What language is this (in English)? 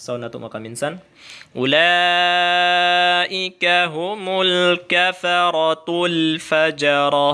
Tausug